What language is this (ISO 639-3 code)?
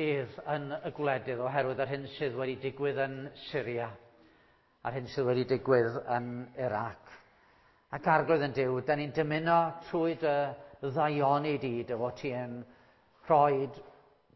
cym